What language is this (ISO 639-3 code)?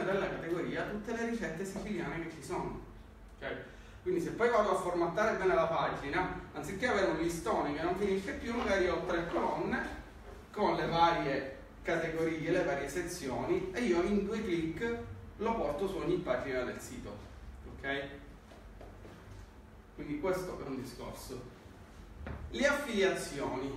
ita